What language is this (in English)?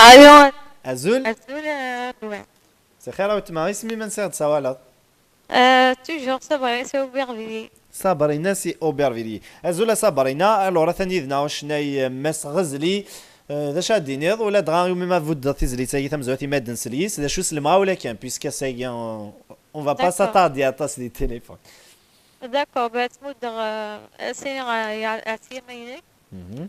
Kabyle